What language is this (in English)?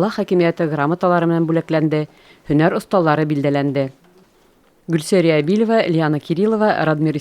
Bashkir